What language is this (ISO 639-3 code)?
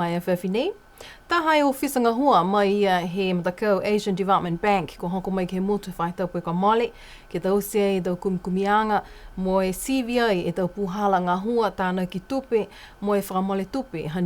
niu